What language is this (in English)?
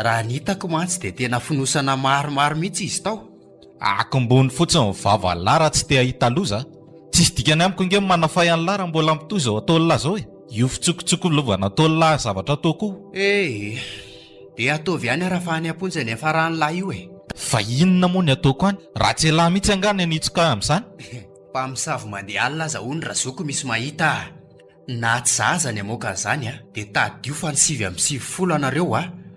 Malagasy